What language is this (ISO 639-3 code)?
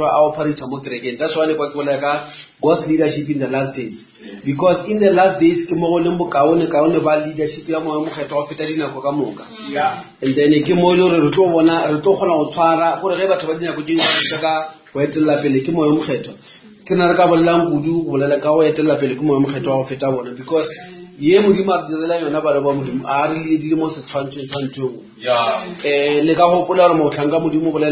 nso